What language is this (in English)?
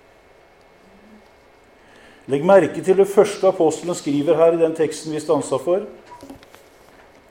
Norwegian